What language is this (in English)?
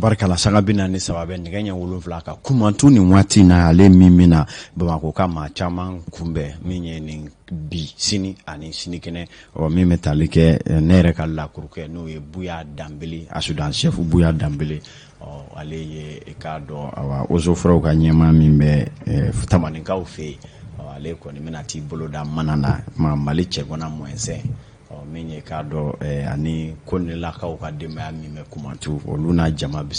Bambara